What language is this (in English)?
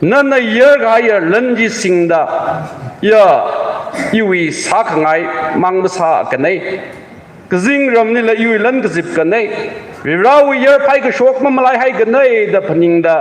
Tangkhul Naga (India)